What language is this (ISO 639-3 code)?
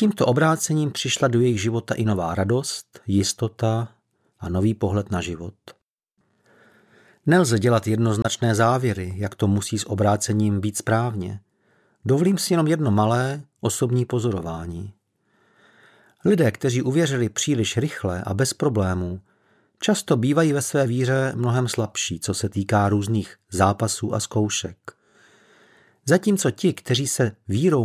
ces